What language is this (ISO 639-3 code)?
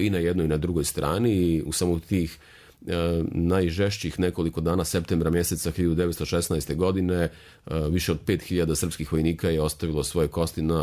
srp